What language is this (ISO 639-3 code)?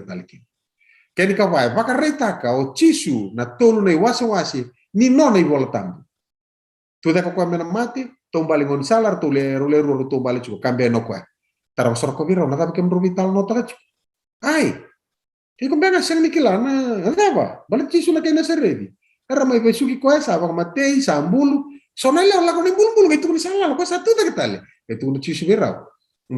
fij